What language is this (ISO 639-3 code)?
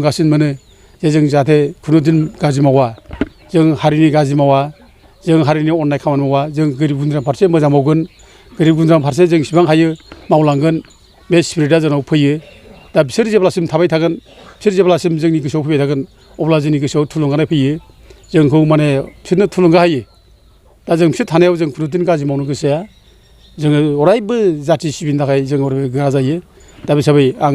brx